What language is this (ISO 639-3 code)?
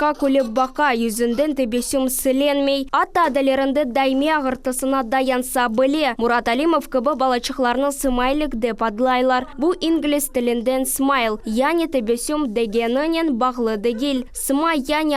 crh